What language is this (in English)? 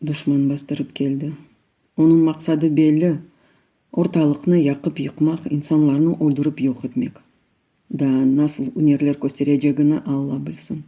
Crimean Tatar